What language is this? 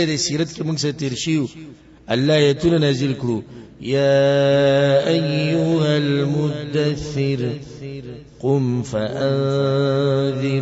Pashto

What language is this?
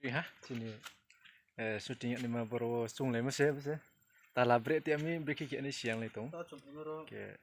Riang (India)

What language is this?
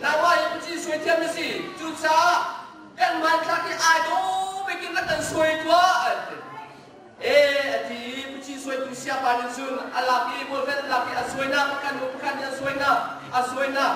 Hakha Chin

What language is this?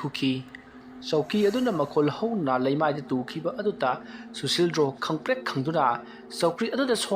Manipuri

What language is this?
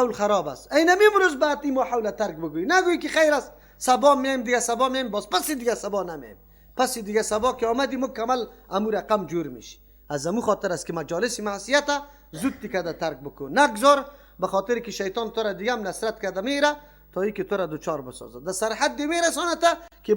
Persian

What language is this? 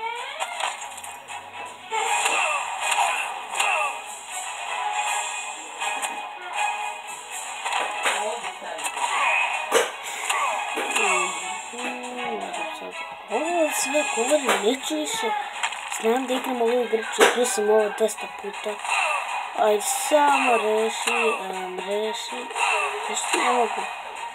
Serbian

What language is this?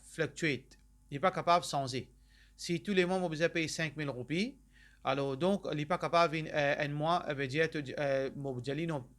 Morisyen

